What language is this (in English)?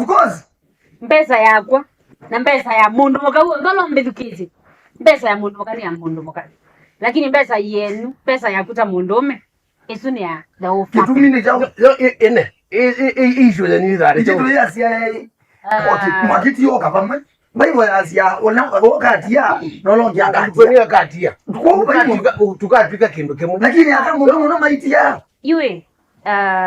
Kamba